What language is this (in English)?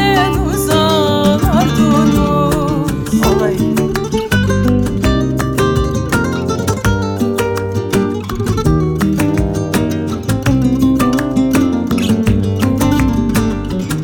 Turkish